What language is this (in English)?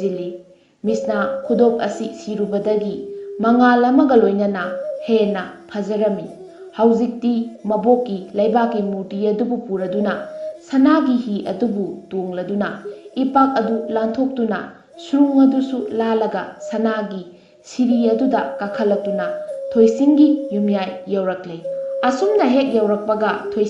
Manipuri